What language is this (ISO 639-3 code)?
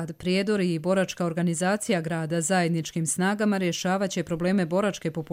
srp